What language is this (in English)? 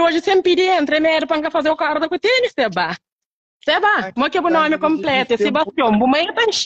Kabuverdianu